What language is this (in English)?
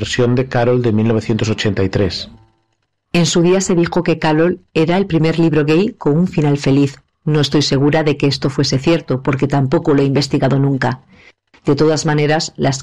Spanish